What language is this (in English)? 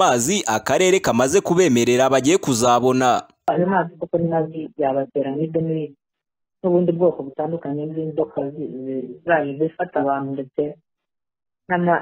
Kinyarwanda